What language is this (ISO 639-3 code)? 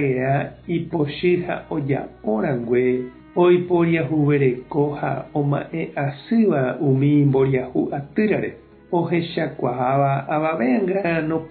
grn